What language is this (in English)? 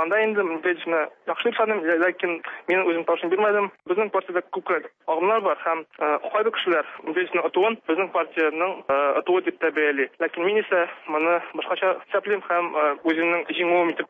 Tatar